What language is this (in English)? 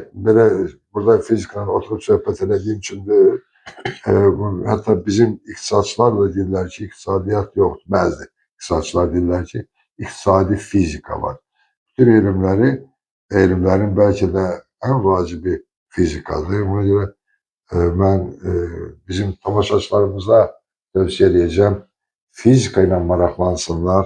Azerbaijani